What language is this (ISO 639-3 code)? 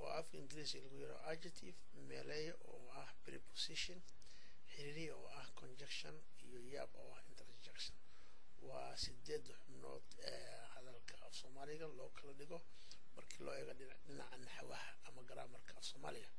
som